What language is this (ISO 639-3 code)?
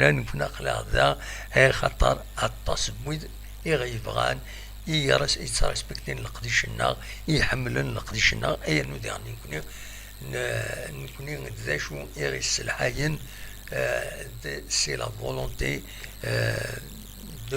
kab